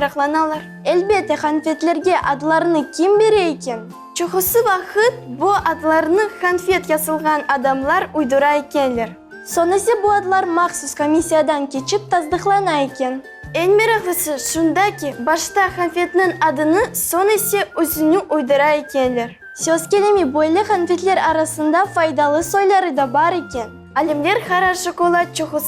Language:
Crimean Tatar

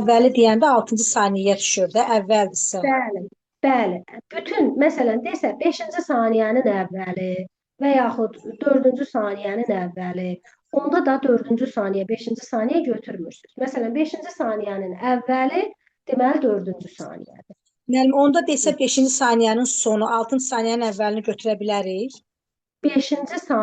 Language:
Azerbaijani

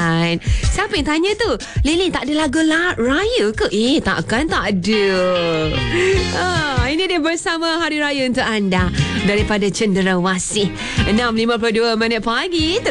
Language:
Malay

